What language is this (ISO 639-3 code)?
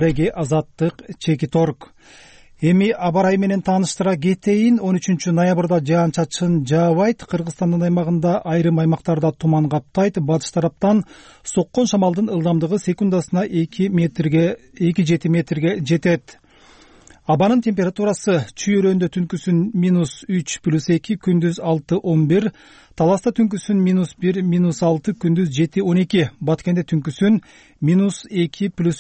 kir